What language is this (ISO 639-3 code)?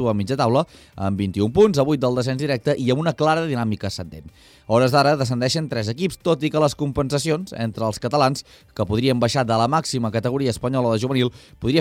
cat